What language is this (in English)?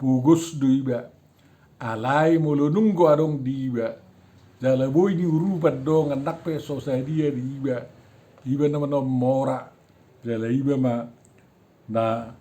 Batak Toba